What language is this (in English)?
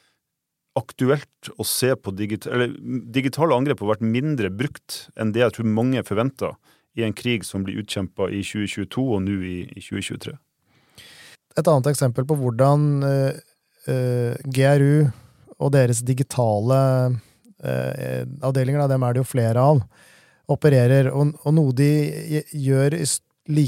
Norwegian